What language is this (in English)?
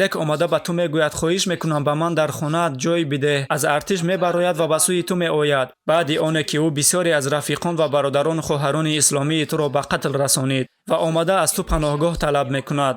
Tajik